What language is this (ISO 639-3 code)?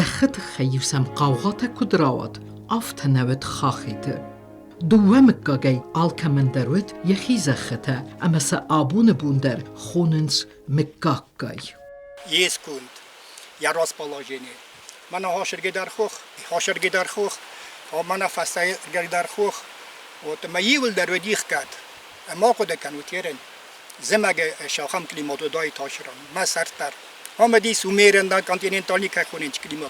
oss